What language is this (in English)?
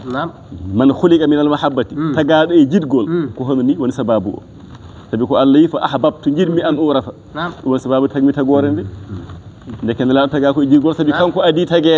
Fula